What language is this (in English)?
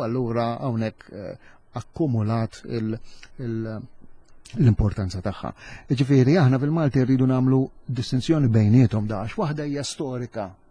Maltese